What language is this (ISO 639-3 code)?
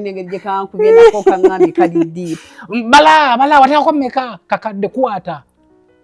lug